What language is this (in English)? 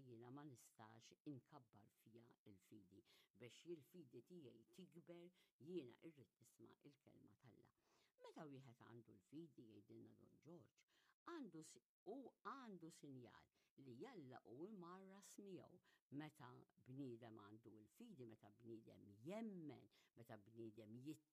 Maltese